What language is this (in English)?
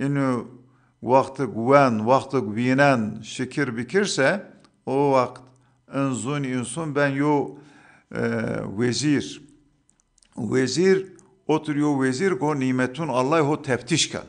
Zaza